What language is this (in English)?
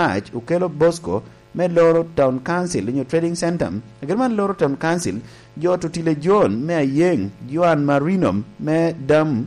Lango (Uganda)